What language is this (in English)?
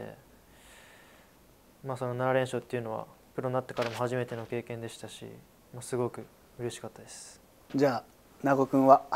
Japanese